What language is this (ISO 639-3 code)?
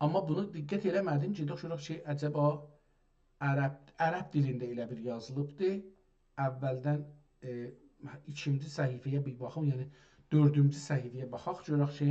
azb